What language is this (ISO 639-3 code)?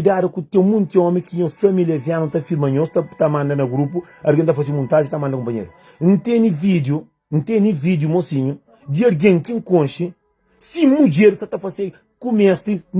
kea